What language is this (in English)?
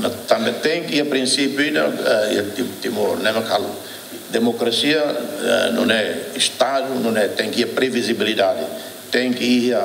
Tetum